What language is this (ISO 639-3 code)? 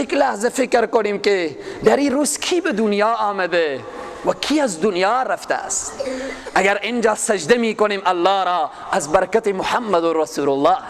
fas